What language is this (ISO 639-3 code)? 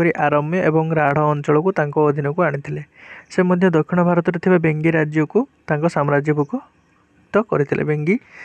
ori